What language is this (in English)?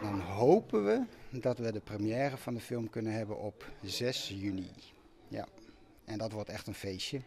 Western Frisian